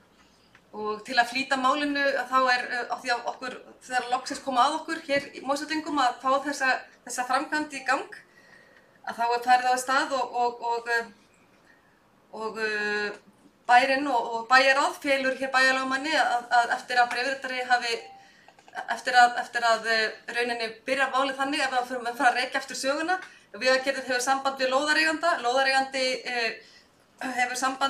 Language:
Icelandic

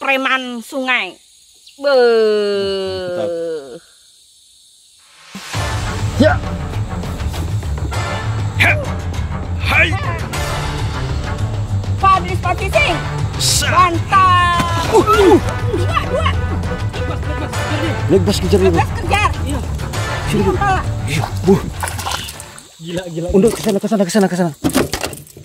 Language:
Indonesian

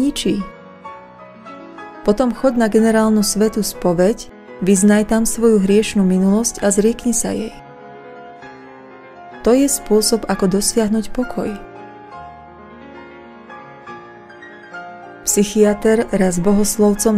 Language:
Slovak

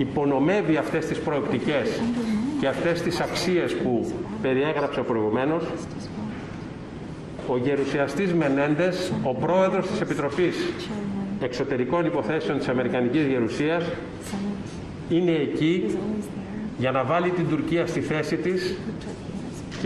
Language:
Greek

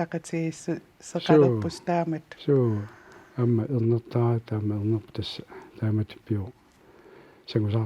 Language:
Kalaallisut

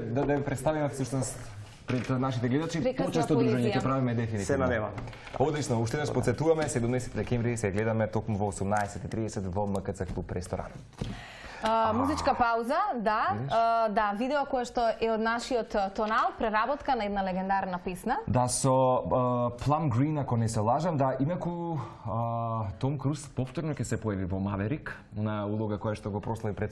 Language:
Macedonian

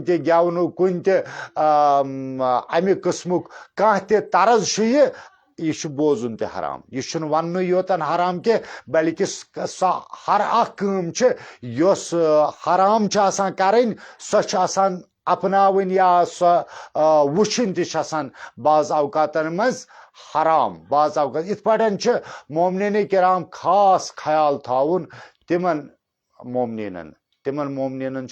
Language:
Kashmiri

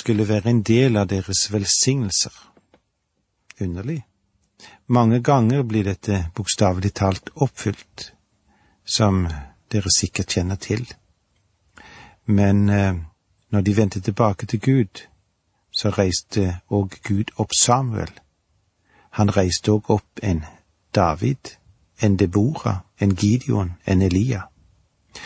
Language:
Norwegian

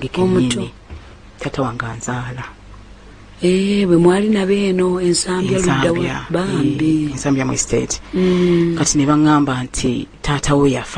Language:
Ganda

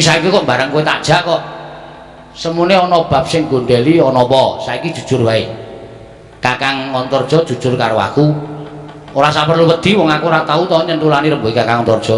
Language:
Javanese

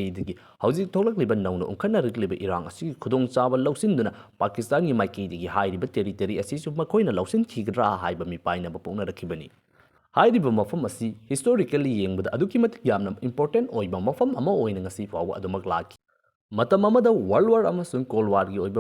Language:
Manipuri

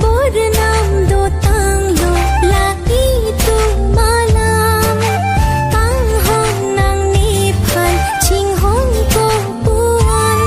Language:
Karbi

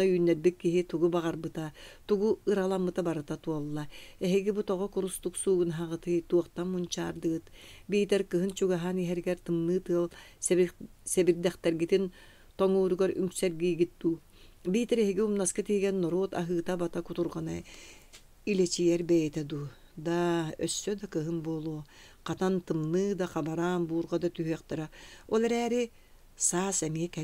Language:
Yakut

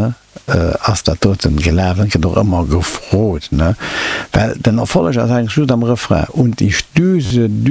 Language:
Luxembourgish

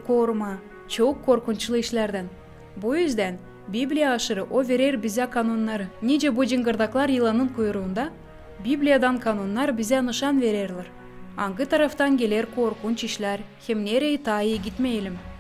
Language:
Gagauz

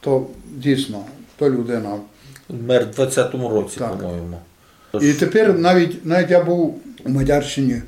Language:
Rusyn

